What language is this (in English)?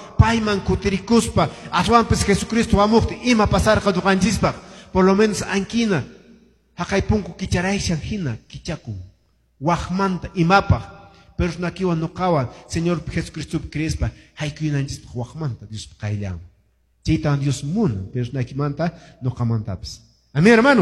Quechua